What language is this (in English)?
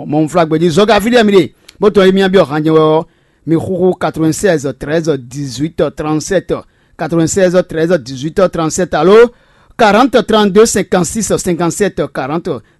Fon